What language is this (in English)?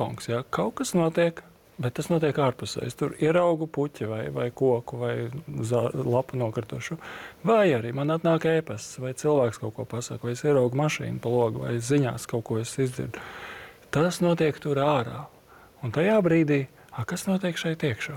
Latvian